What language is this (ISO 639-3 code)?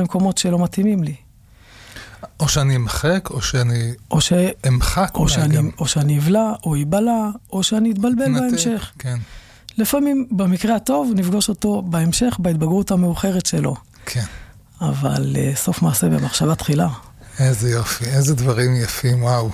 heb